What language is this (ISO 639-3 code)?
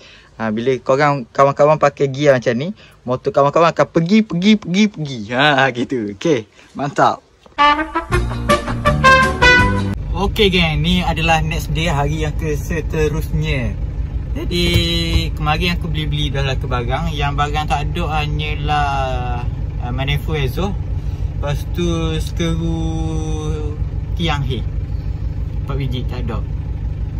msa